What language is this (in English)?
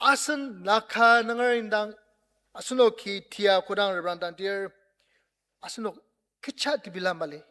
Ao Naga